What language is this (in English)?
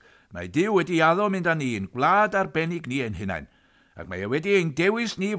Welsh